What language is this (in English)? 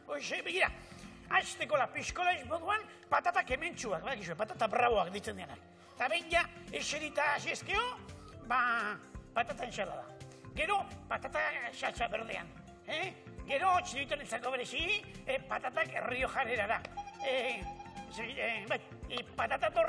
Basque